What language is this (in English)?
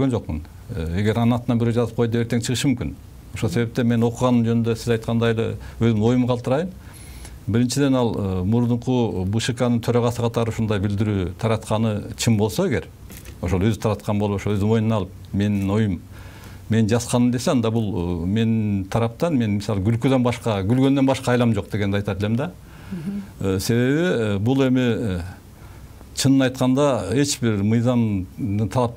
Kyrgyz